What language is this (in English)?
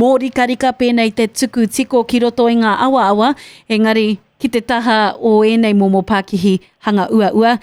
Māori